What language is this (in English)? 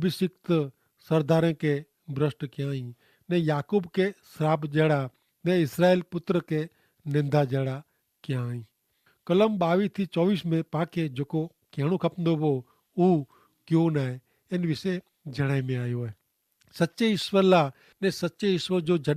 Kachhi